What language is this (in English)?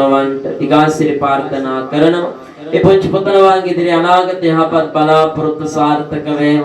Sinhala